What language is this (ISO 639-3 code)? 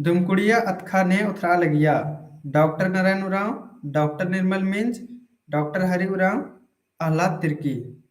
kru